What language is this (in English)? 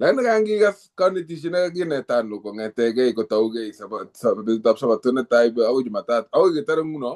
Kalenjin